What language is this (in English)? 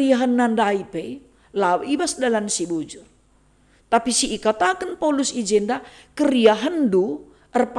Batak Karo